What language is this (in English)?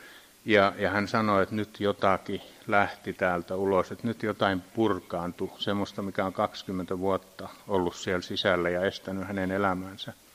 Finnish